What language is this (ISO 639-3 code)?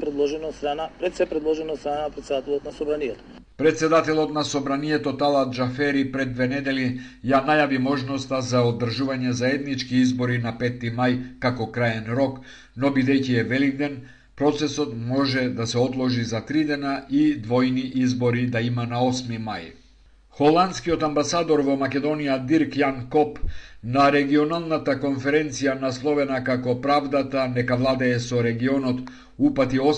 mkd